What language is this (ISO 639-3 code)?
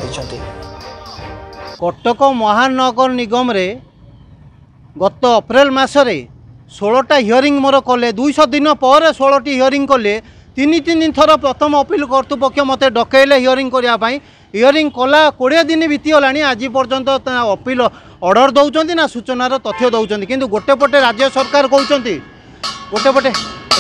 ori